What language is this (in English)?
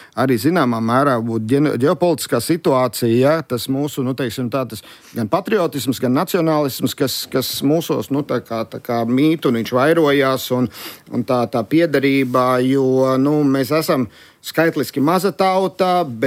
Latvian